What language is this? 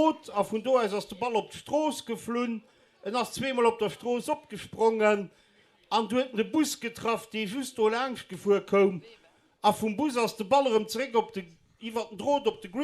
Luxembourgish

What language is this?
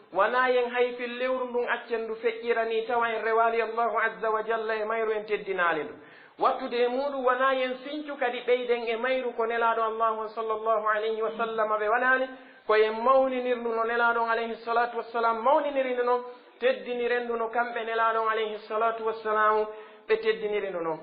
Pular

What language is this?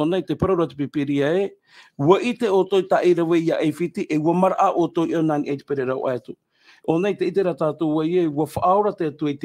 Tahitian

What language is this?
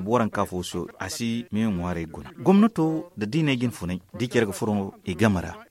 Zarma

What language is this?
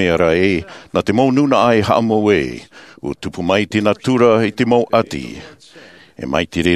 Tahitian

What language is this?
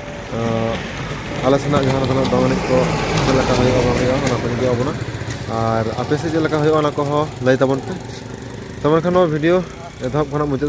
Santali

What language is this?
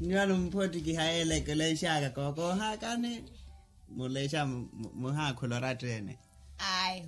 Makhuwa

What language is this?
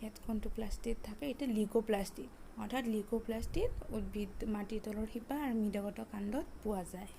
Assamese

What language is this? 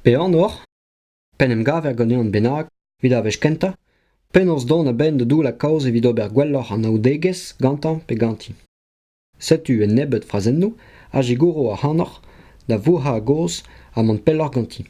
Breton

